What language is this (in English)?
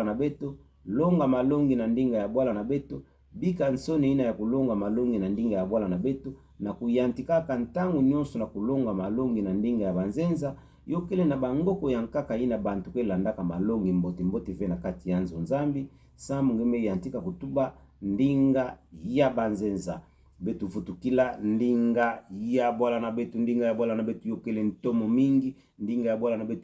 Kituba (Democratic Republic of Congo)